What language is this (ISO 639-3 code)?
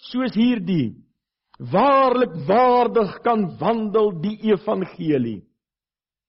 afr